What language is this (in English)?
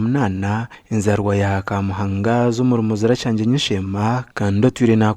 Nyankole